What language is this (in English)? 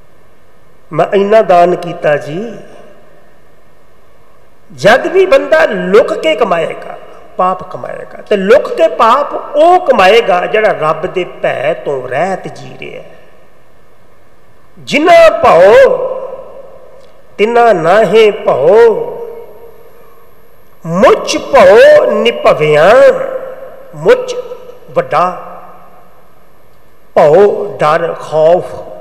Punjabi